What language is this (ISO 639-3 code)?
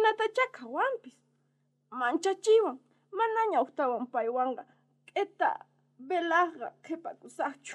quh